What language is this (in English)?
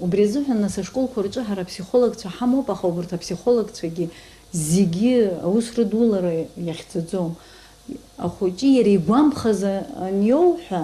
Abkhazian